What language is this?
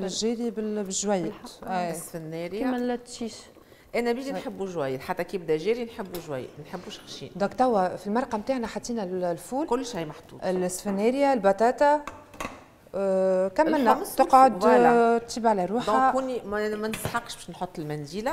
Tunisian Arabic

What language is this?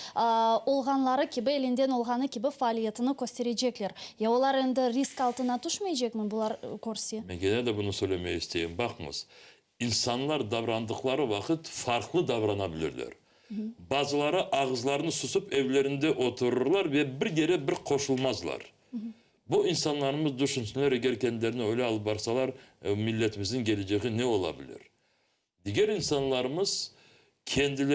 Crimean Tatar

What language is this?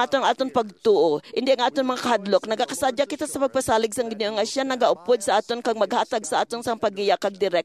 Hiligaynon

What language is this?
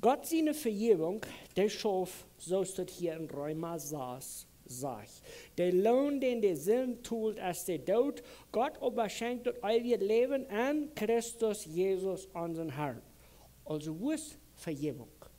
Plautdietsch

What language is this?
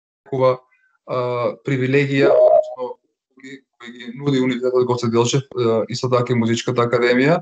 Macedonian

